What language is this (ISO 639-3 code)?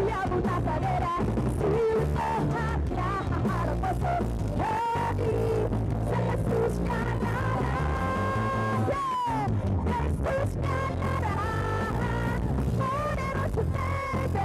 tet